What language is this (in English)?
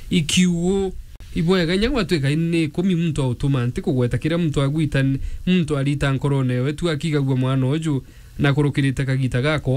Meru